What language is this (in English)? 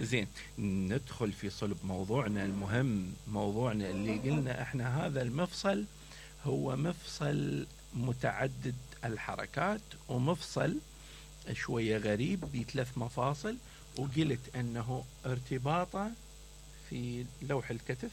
Mesopotamian Arabic